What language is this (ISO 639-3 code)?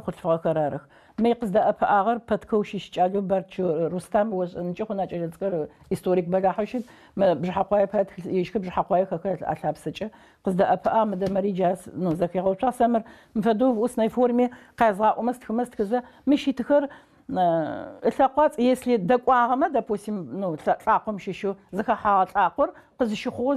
ady